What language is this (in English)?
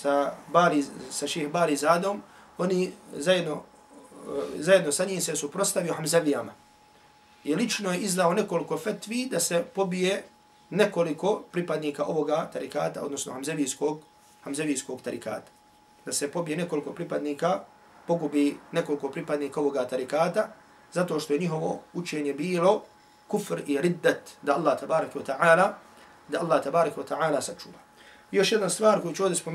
Bosnian